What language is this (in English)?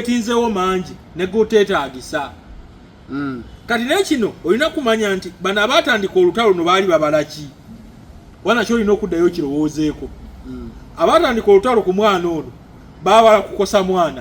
Ganda